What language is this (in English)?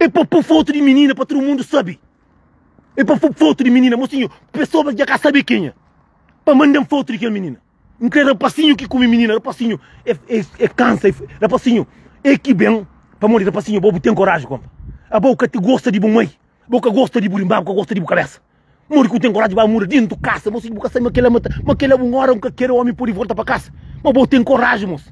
Kabuverdianu